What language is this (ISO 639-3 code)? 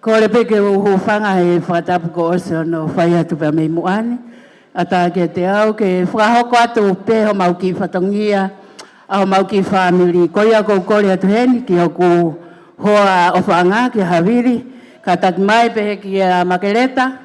ton